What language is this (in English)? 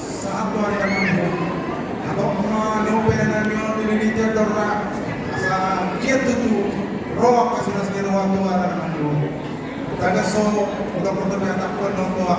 Batak Toba